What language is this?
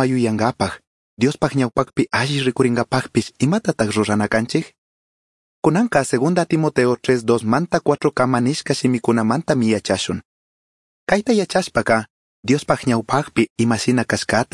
Chimborazo Highland Quichua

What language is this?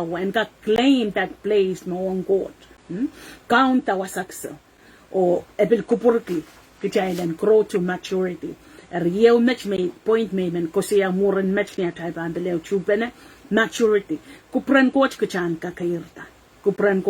Pohnpeian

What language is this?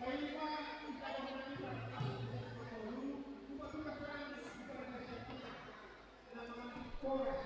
Batak Simalungun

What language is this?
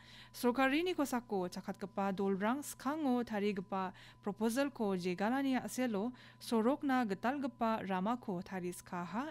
Garo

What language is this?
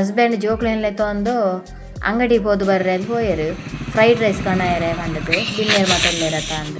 Tulu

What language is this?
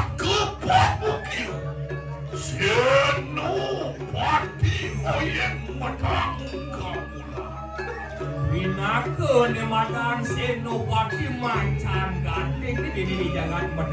Balinese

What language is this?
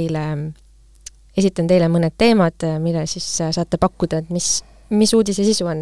Estonian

